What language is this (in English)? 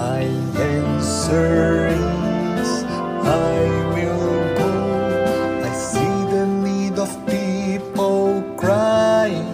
Khasi